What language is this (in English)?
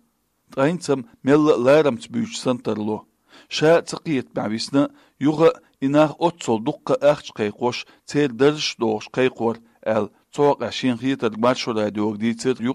Chechen